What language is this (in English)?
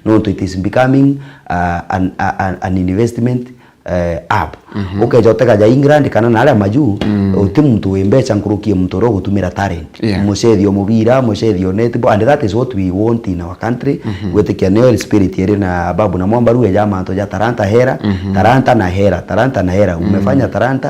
Meru